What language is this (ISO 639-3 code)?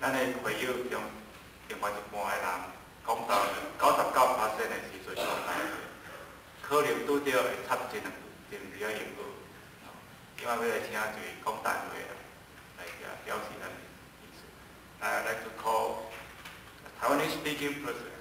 nan